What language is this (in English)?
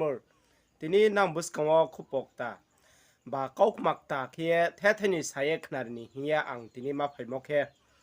Riang (India)